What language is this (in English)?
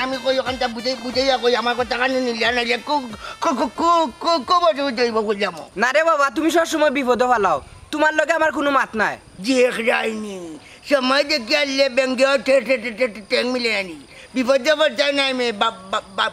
Sylheti